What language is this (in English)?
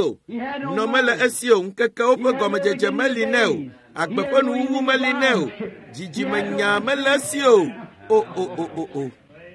Ewe